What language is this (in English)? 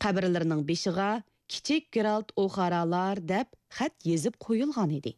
Uyghur